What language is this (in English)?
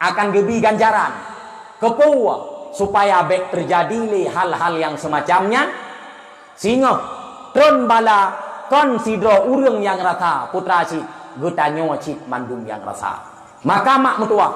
Achinese